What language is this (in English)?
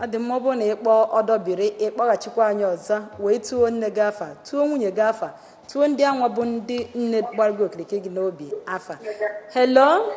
Igbo